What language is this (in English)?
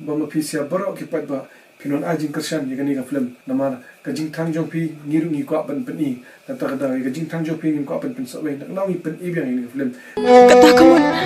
Khasi